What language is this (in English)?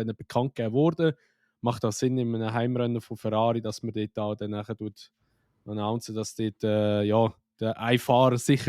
Swiss German